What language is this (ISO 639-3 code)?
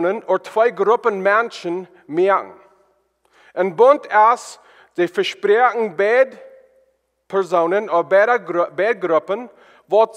pdt